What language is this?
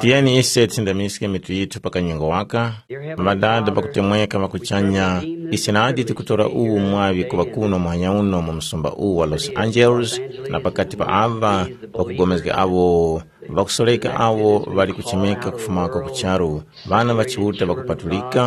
Tumbuka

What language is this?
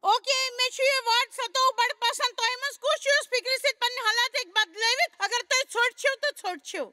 Kashmiri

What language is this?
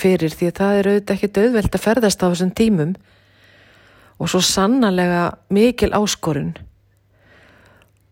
Icelandic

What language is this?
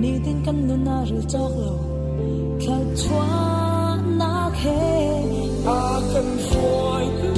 Hakha Chin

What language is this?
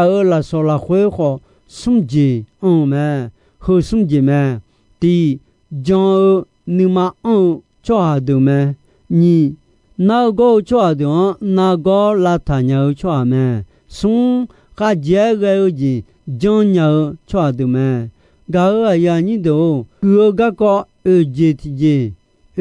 Akha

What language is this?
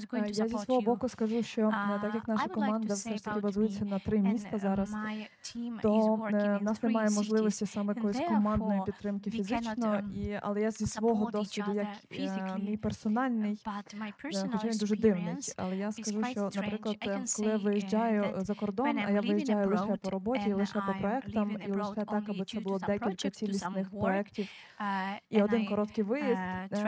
Ukrainian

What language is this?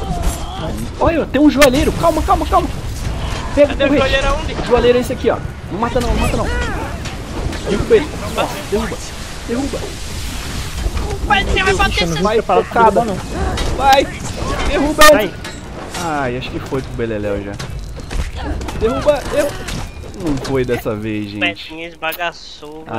Portuguese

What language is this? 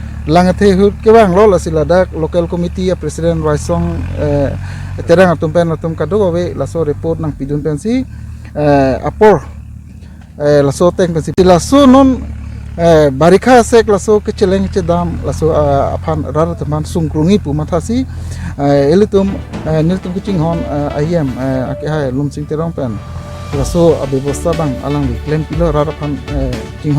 Karbi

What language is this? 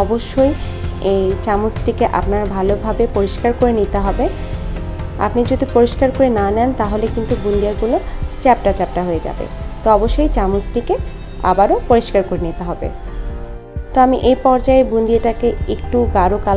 Bangla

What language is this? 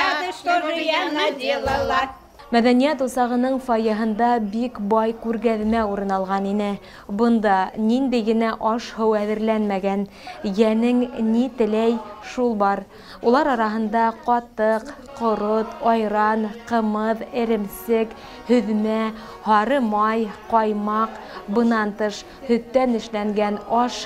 Bashkir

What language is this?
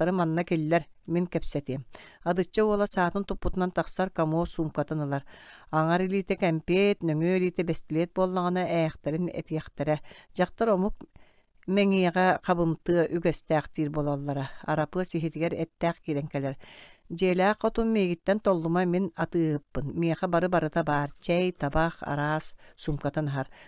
Yakut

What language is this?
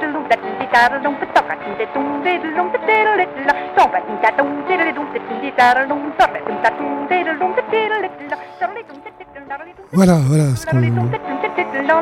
French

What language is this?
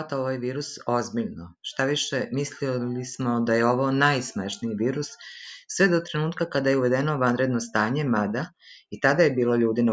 Serbian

